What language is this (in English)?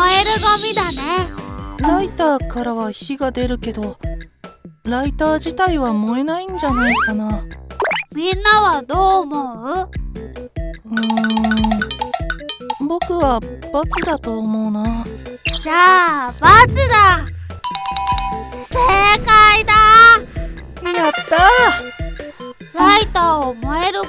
Japanese